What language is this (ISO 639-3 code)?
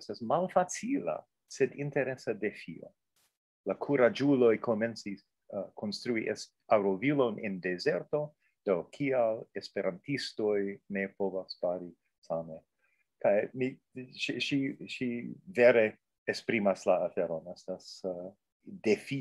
epo